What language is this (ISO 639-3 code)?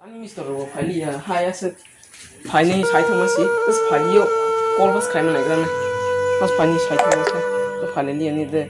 trp